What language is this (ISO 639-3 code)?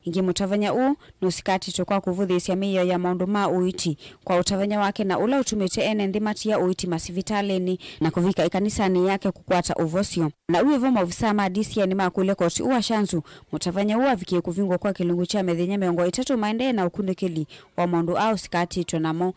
kam